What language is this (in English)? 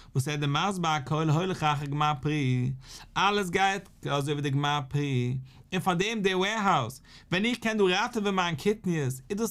Yiddish